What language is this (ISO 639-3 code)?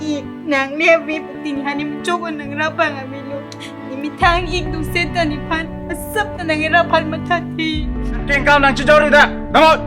mjw